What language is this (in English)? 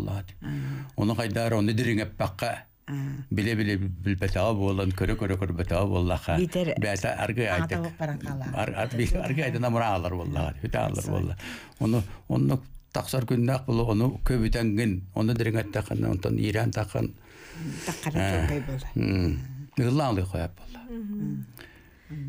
Yakut